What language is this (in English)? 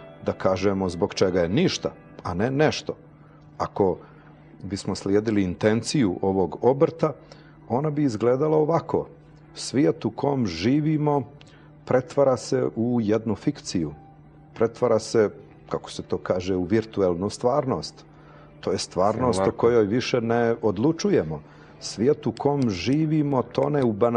Serbian